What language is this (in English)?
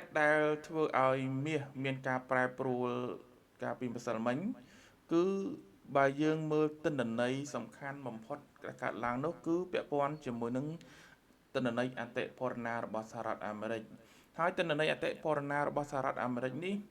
Khmer